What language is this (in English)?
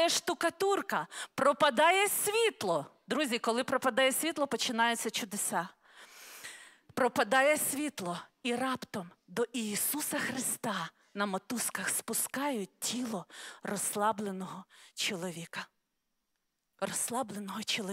Ukrainian